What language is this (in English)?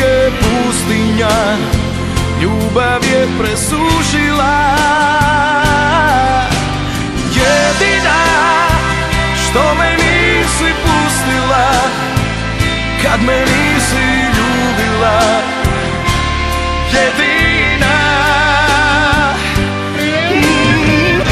Serbian